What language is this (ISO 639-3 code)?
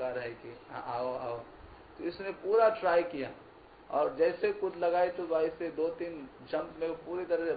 hin